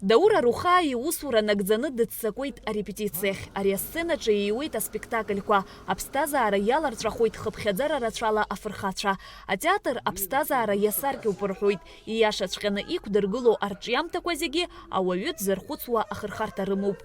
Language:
Abkhazian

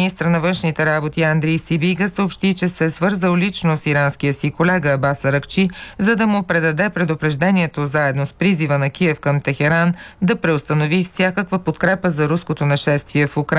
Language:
Bulgarian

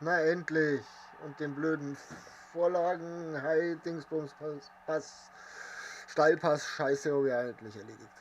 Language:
Bavarian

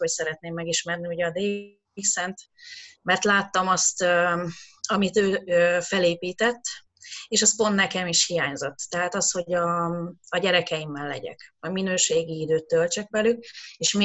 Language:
Hungarian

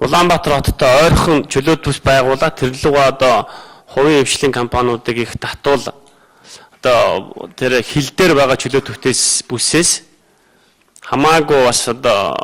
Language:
Mongolian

